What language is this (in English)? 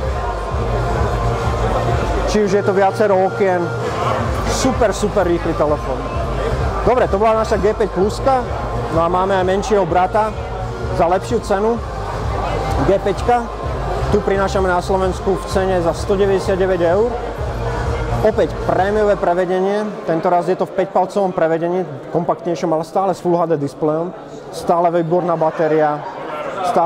Slovak